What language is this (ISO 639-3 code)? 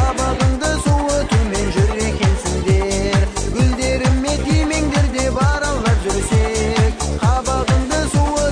bak